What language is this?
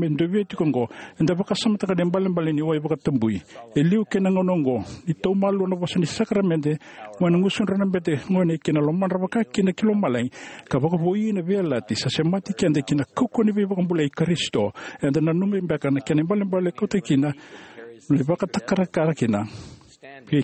Fijian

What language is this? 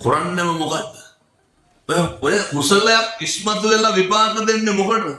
Sinhala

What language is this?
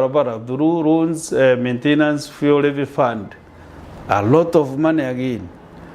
Meru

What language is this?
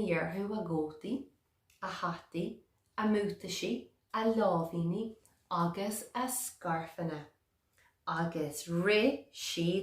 Irish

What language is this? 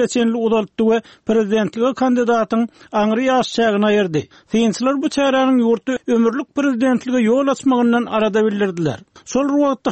Turkmen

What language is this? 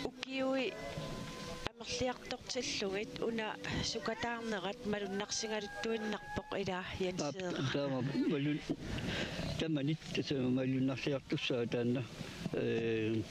Kalaallisut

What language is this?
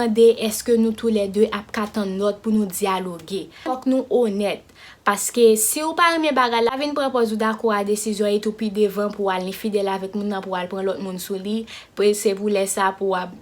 Haitian Creole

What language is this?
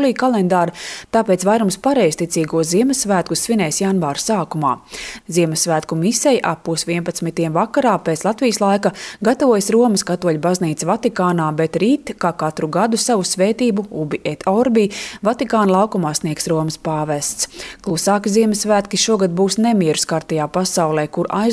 Latvian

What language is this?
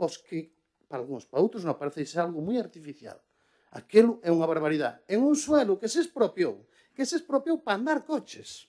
Galician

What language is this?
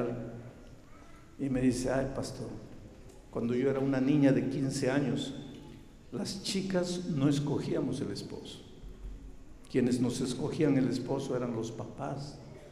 Spanish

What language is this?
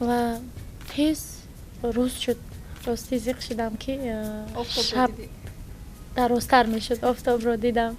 Tajik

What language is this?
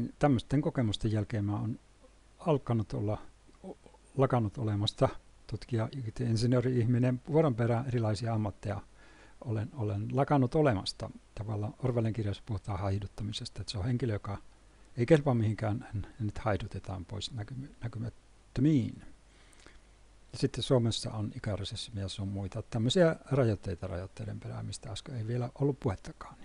Finnish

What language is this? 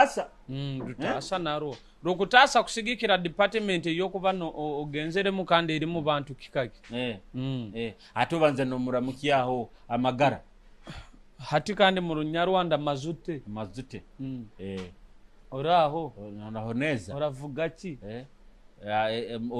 Nyoro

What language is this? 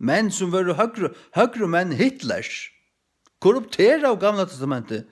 Faroese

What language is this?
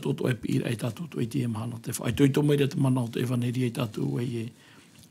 Tahitian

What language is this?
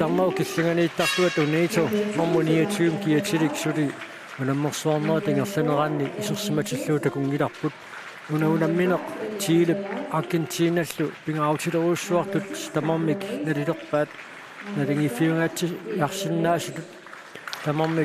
Kalaallisut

